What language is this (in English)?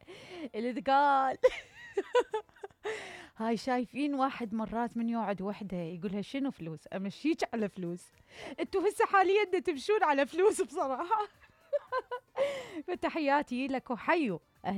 Mesopotamian Arabic